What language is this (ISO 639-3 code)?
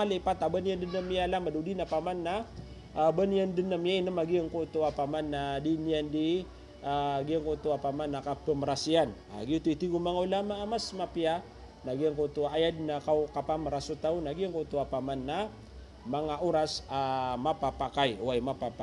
mrw